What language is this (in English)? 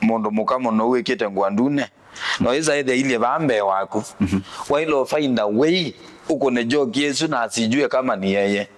Kamba